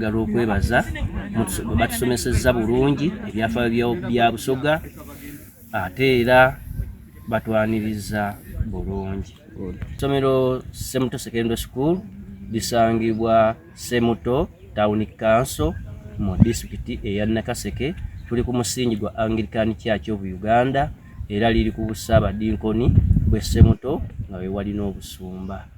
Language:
Soga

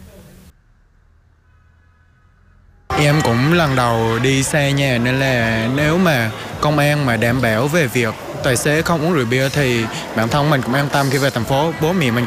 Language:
Vietnamese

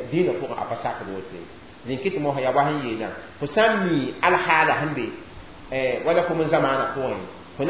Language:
Mossi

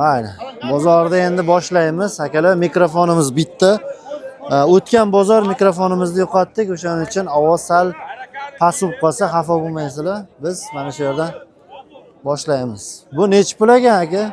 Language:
Uzbek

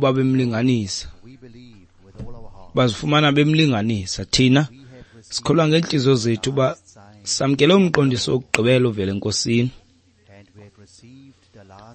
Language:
Xhosa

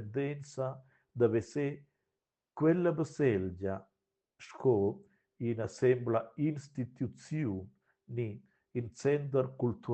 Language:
Romansh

